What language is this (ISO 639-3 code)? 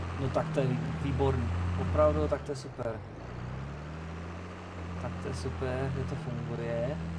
ces